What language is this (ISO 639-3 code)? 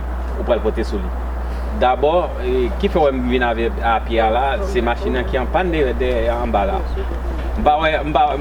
hat